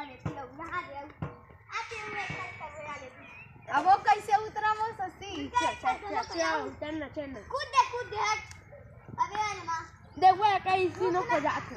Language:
Chhattisgarhi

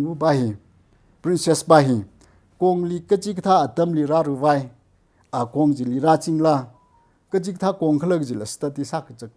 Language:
Tangkhul Naga (India)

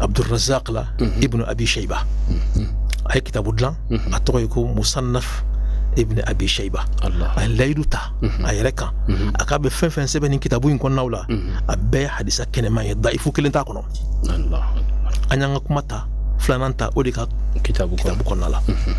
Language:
Bambara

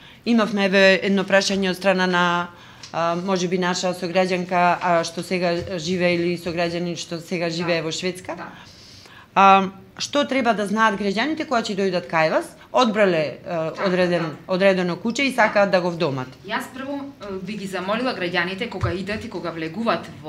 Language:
Macedonian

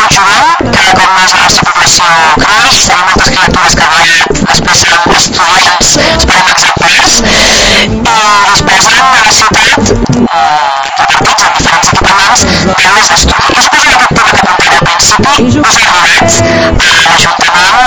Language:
Catalan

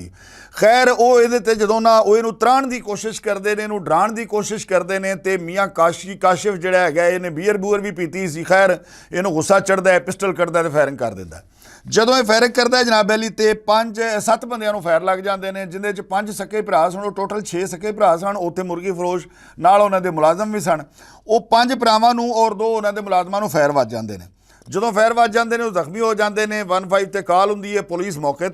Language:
Western Panjabi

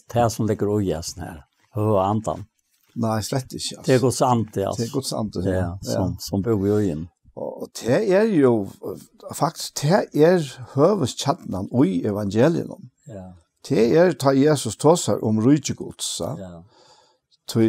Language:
Faroese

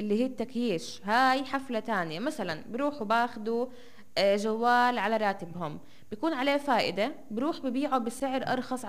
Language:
North Levantine Arabic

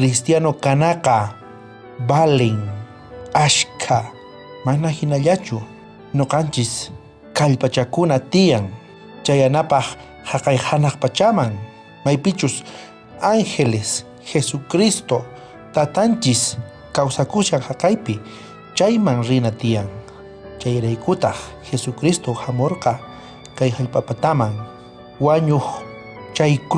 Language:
South Bolivian Quechua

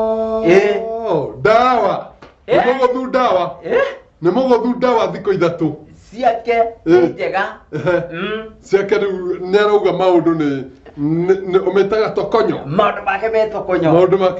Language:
Kikuyu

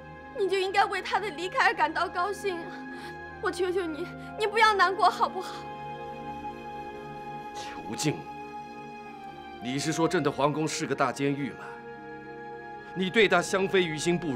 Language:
Chinese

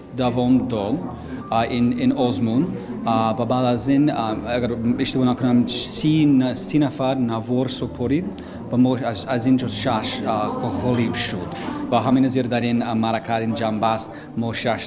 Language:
Tajik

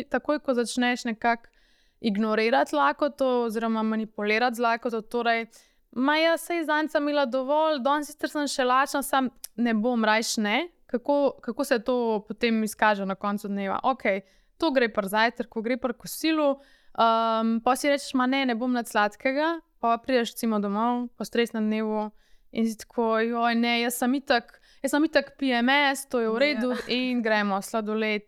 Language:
Slovenian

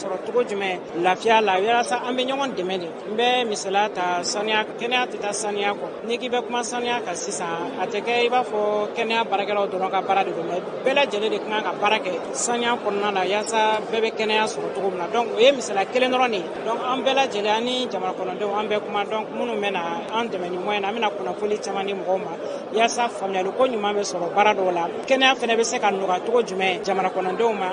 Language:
Bambara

